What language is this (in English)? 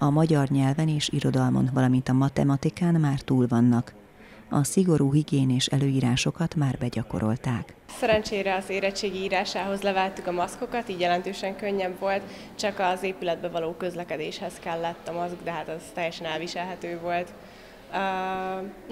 Hungarian